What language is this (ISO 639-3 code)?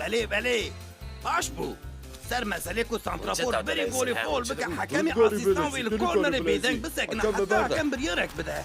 kur